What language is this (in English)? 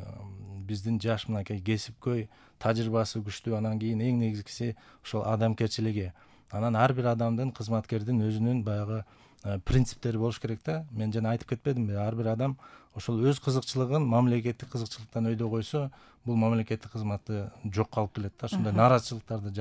Kyrgyz